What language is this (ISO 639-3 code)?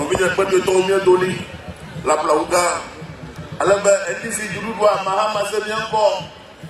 ewe